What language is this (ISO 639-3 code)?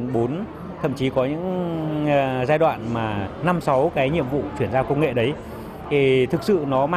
vie